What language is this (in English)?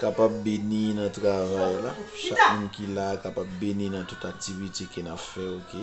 Haitian Creole